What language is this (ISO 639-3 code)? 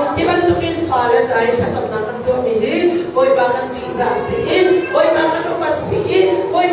cnh